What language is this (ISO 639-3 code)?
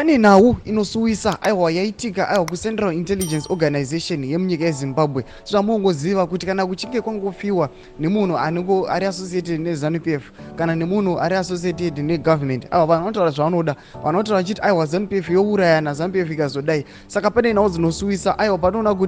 sna